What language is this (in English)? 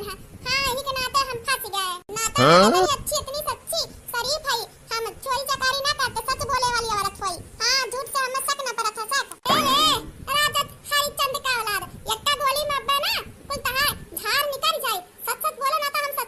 Awadhi